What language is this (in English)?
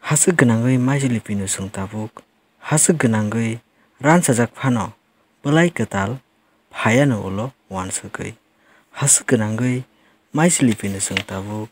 Kok Borok